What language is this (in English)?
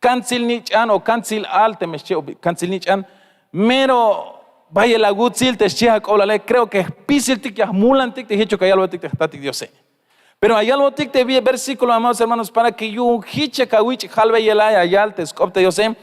Tzeltal